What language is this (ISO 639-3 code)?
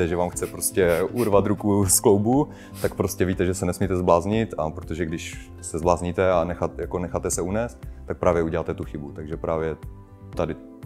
ces